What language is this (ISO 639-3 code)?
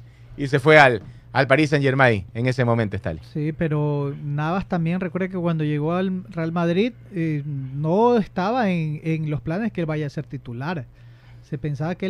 spa